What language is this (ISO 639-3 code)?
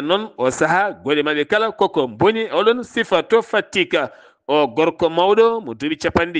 ful